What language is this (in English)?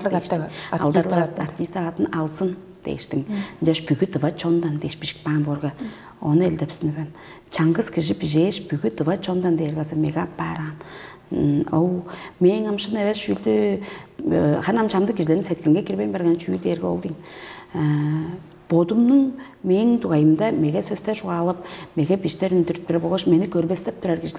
Tuvinian